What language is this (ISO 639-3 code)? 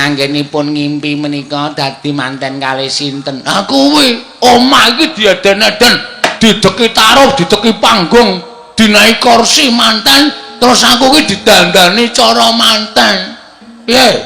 jav